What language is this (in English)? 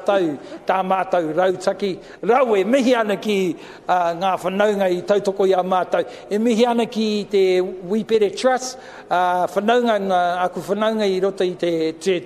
Māori